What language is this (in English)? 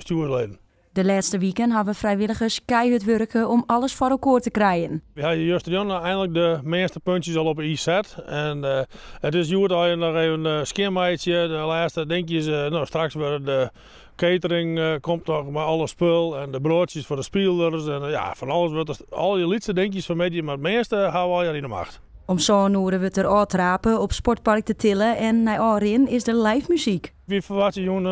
Western Frisian